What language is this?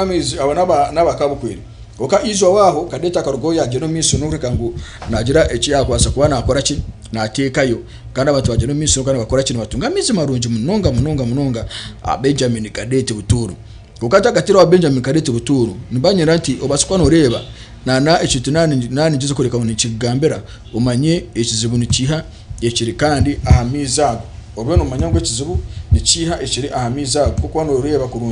Nyankole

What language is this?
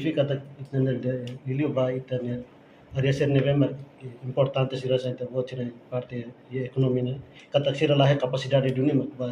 Tetum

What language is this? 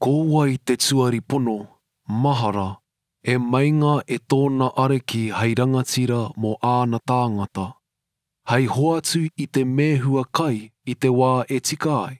Māori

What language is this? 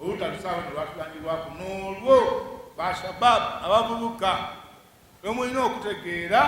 Ganda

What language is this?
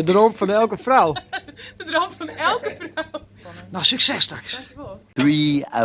Western Frisian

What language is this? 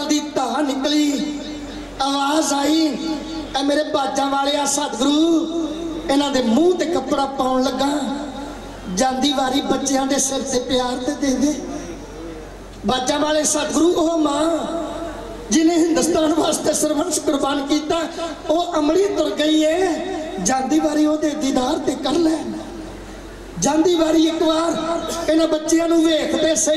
Punjabi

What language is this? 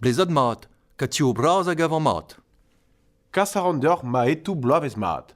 Breton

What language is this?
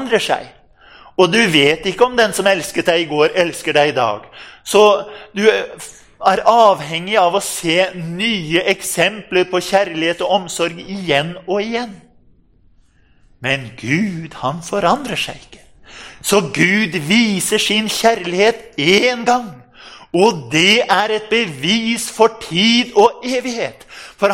Norwegian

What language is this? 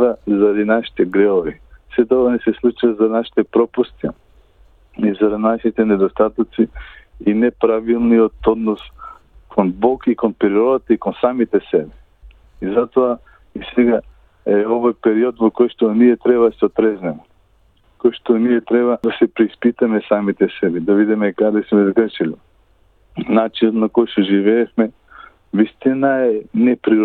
Macedonian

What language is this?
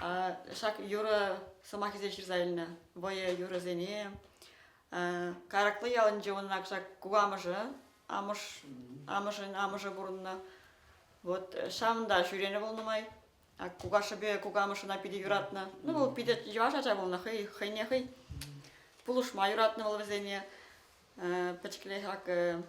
Chuvash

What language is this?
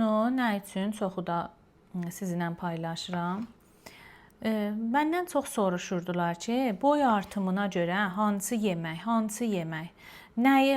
Azerbaijani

